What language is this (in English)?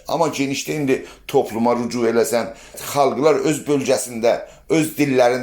South Azerbaijani